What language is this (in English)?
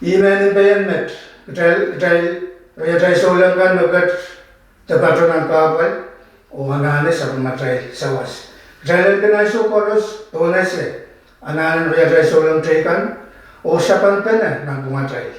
Pohnpeian